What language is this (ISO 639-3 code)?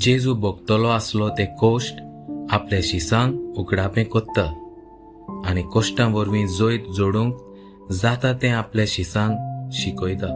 kok